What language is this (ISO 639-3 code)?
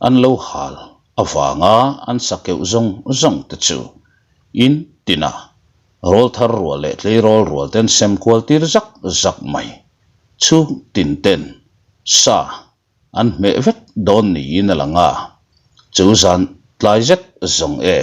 lus